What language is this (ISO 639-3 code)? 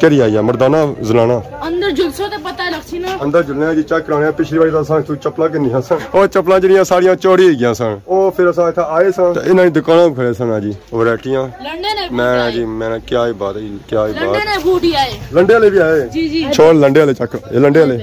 phr